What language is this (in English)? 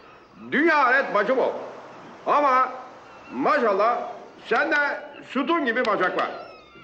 Turkish